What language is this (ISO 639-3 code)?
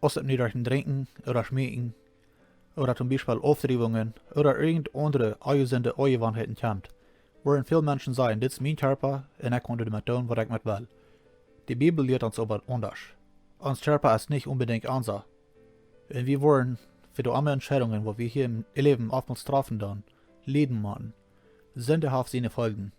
pdt